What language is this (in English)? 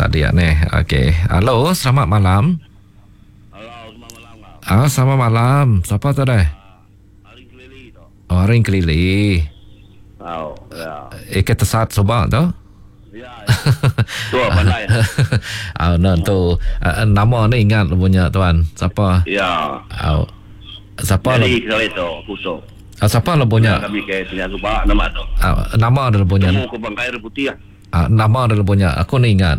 Malay